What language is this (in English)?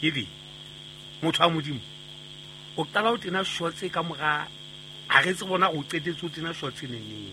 Southern Sotho